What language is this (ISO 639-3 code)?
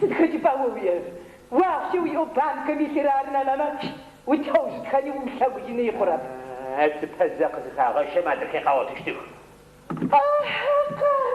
ady